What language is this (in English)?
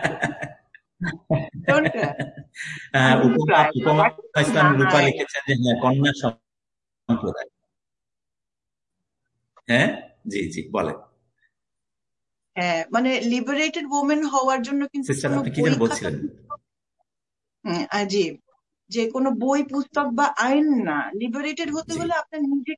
Bangla